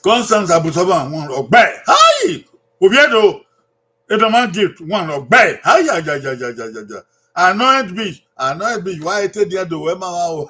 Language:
Bini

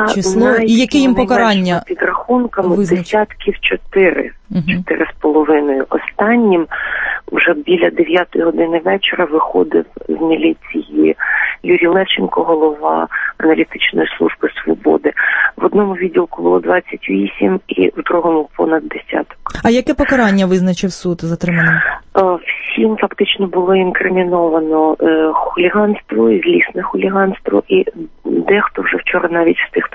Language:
Ukrainian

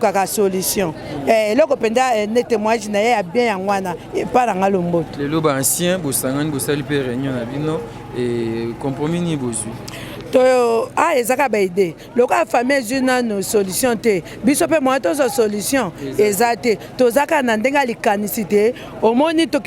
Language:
Lingala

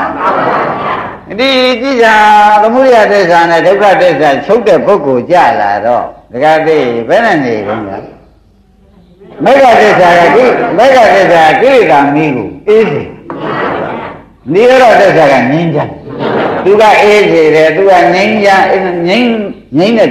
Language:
Burmese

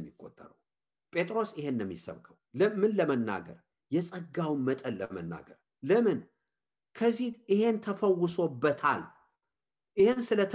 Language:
Amharic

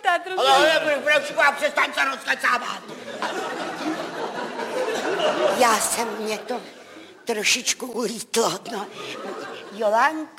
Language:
Czech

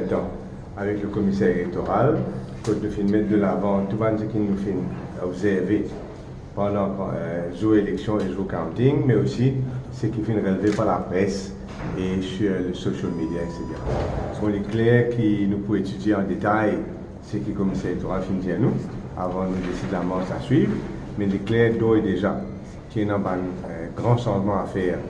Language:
Morisyen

